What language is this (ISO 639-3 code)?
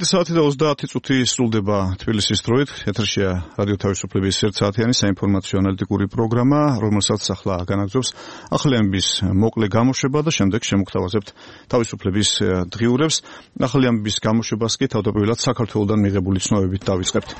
kat